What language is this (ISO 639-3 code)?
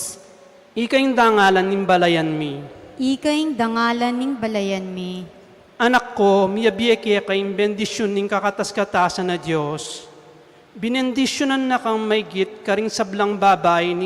pam